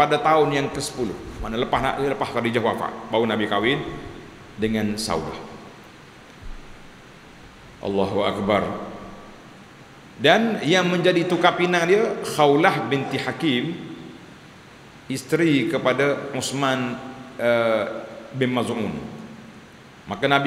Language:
Malay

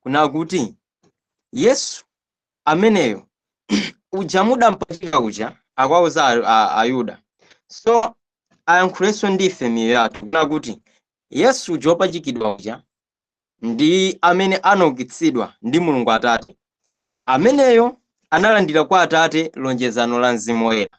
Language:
Nyanja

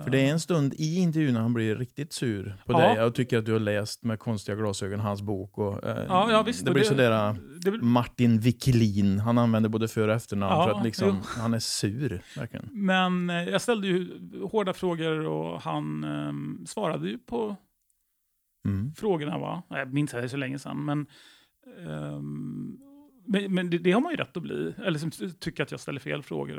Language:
Swedish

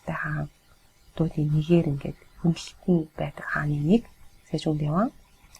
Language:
Mongolian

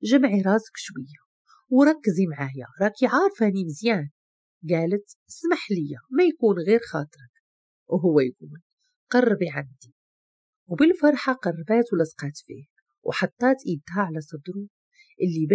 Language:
Moroccan Arabic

